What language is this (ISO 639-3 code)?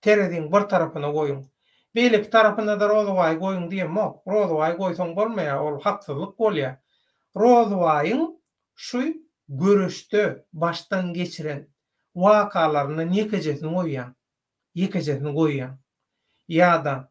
tuk